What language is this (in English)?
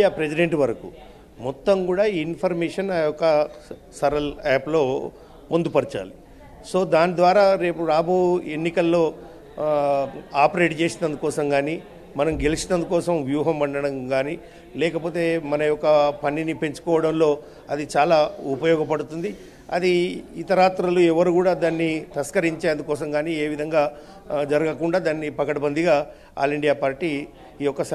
Telugu